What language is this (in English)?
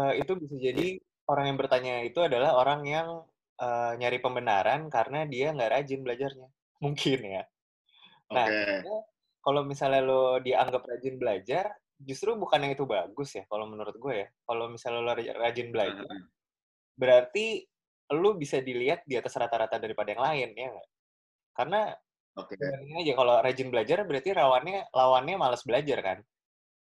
Indonesian